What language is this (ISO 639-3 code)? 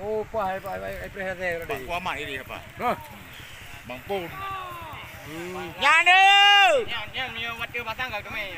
ace